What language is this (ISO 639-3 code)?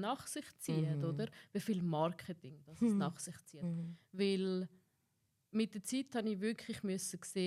gsw